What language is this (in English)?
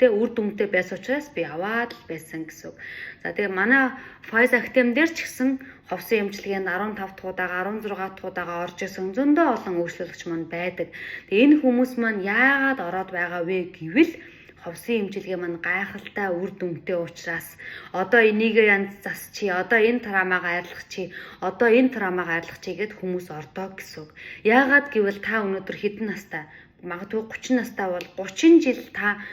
Mongolian